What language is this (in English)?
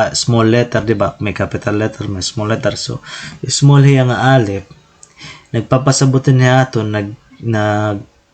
Waray